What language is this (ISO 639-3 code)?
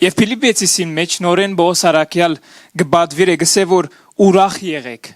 hyw